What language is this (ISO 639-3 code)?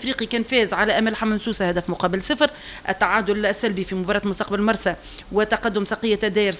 aeb